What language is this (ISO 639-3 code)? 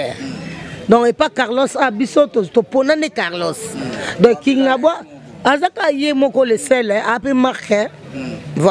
lin